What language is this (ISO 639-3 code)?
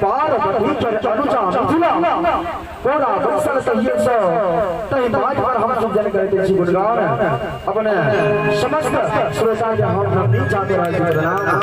mai